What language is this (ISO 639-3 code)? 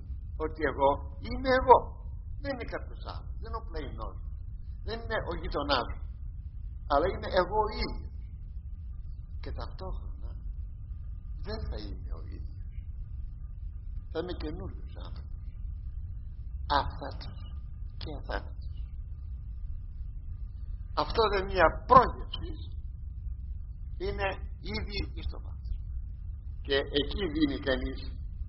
ell